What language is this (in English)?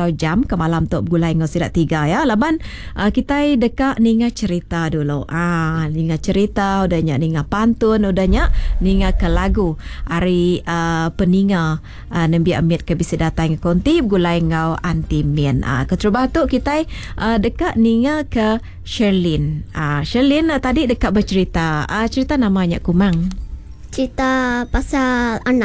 Iban